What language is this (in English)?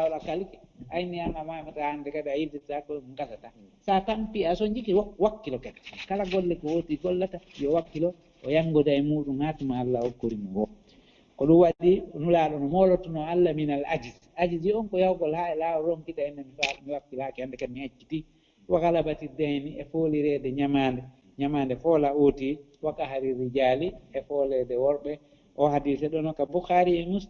Fula